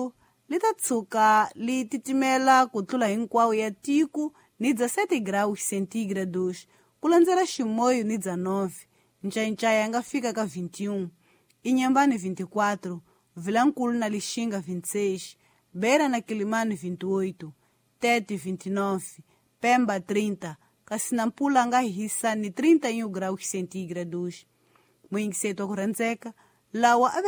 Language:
Tsonga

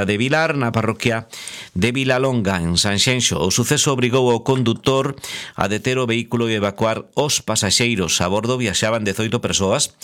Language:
Galician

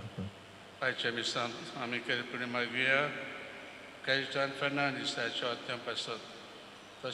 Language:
Konkani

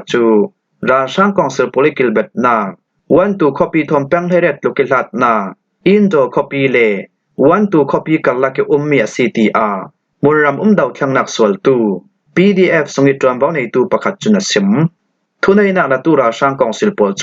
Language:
Falam Chin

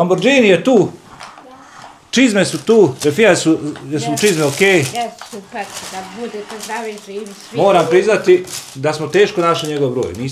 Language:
Bosnian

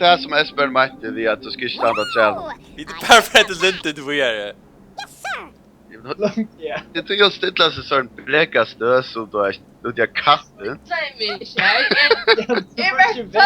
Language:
Faroese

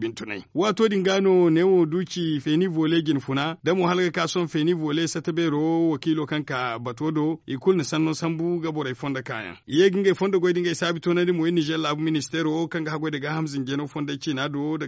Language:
Zarma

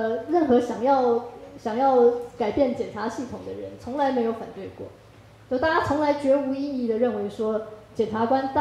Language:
Chinese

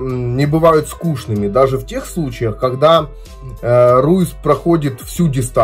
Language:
Russian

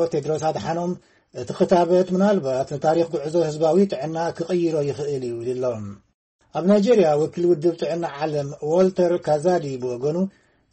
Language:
Tigrinya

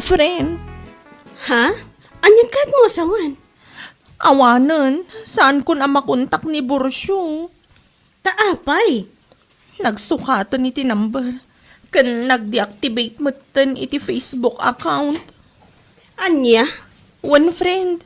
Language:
Iloko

